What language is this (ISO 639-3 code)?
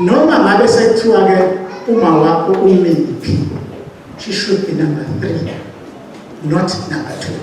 zul